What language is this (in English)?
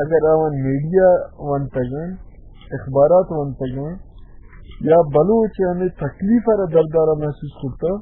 Baluchi